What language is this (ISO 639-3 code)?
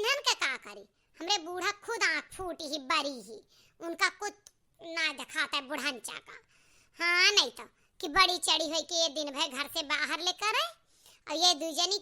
awa